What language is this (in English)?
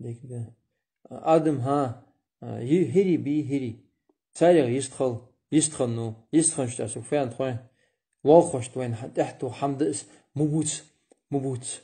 Ingush